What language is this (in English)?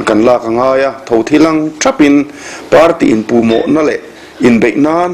Mizo